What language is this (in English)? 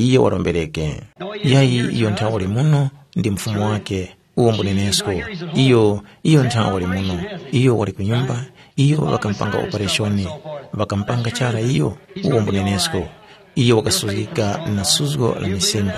Tumbuka